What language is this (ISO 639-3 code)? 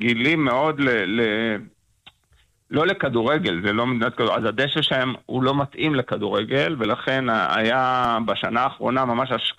heb